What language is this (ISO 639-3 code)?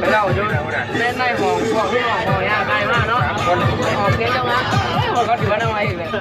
lao